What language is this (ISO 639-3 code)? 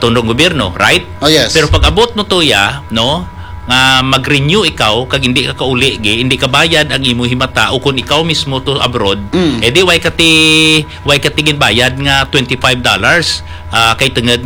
hil